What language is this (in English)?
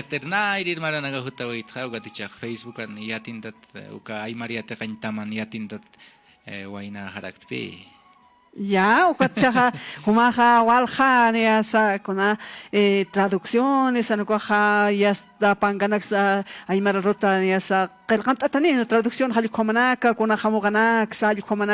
Aymara